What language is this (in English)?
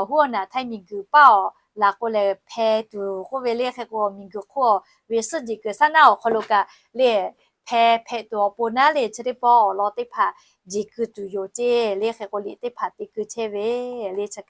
Lahu